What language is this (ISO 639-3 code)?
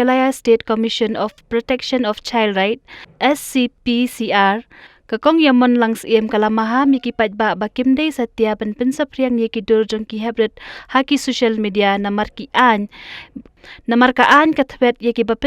kha